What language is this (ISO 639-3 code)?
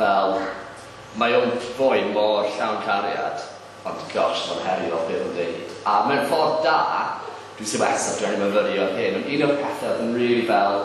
cym